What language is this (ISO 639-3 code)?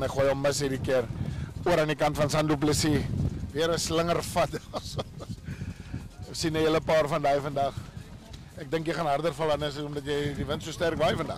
afr